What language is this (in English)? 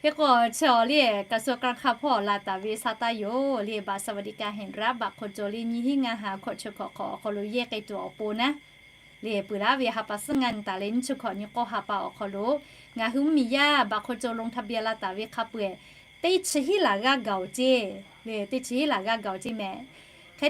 Lahu